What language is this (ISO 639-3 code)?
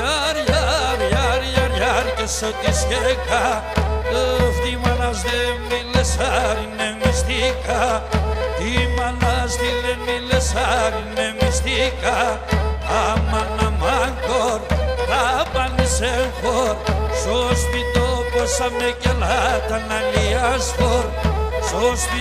pnt